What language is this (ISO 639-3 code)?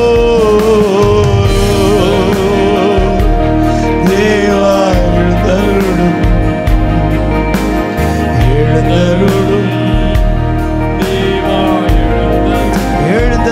tam